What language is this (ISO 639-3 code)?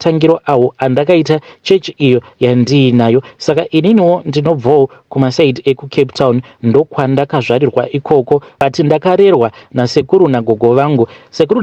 sna